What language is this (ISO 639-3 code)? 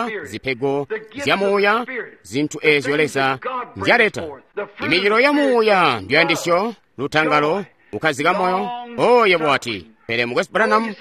toi